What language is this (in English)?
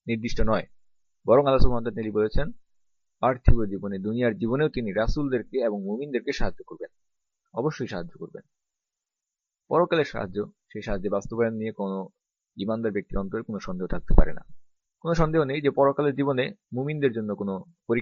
Bangla